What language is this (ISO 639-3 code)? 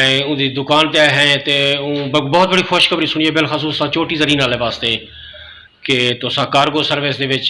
skr